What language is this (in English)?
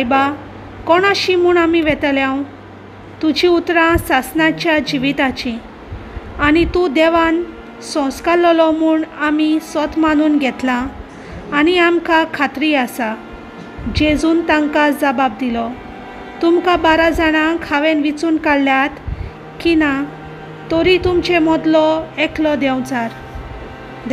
Konkani